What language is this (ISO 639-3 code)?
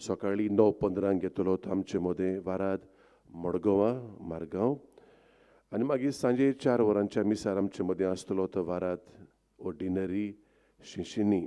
kok